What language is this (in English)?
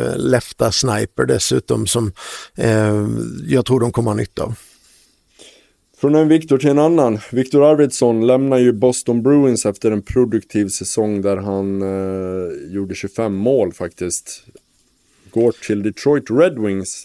Swedish